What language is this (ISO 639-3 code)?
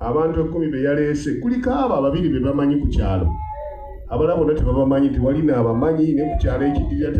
lug